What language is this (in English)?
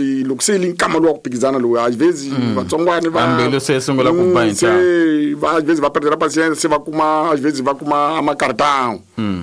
Tsonga